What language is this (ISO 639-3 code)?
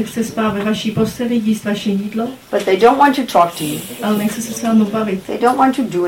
ces